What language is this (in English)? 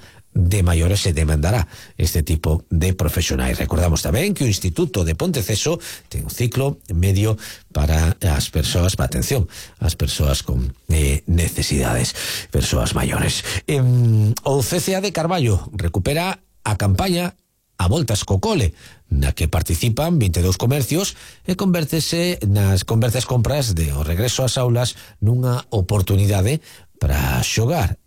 Galician